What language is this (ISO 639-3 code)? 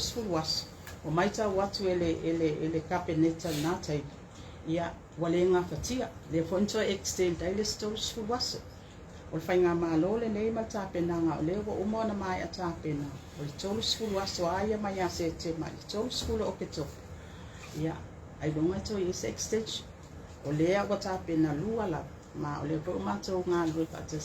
smo